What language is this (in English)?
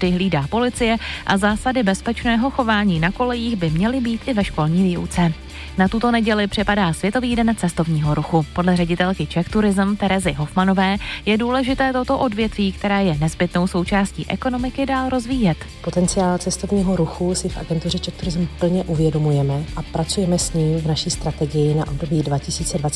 Czech